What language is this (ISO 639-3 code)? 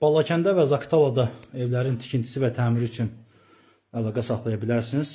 aze